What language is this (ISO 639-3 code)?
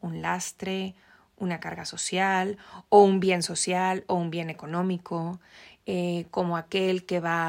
spa